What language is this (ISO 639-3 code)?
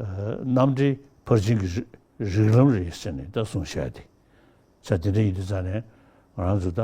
bod